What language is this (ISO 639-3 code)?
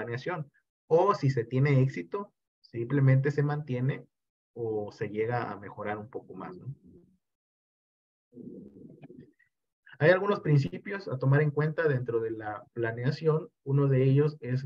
spa